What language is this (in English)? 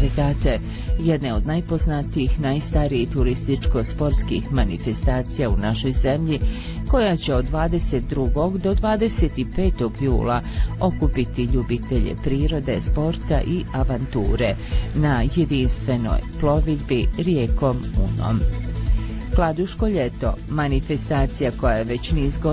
Bosnian